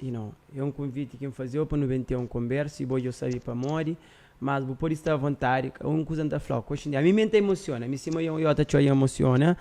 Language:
Kabuverdianu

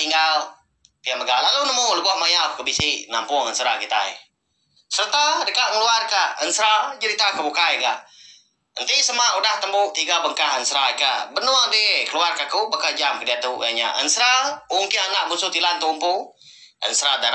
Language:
Iban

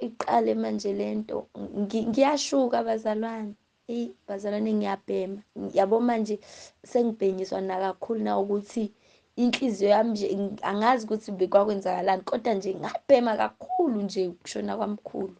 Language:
Zulu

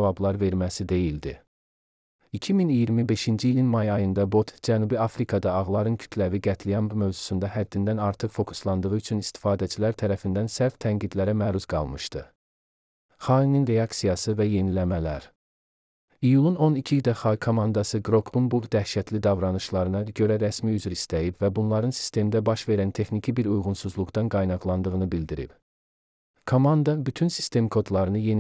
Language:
Azerbaijani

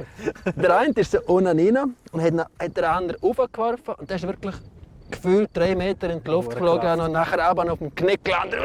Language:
Swiss German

